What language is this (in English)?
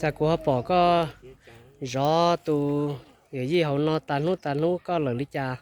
Hmong